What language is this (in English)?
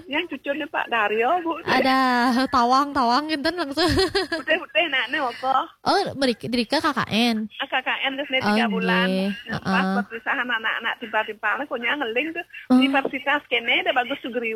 Balinese